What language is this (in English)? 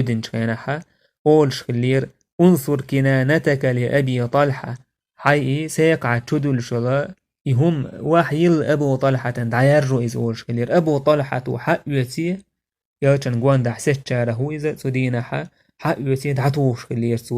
Chechen